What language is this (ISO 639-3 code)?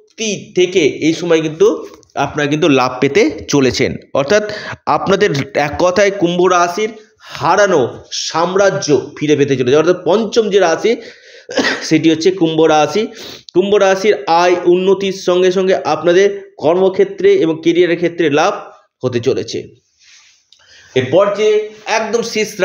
ben